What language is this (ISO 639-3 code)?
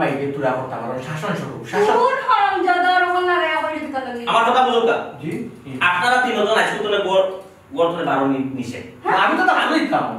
syl